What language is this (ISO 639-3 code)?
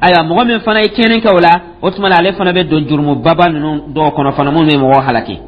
dyu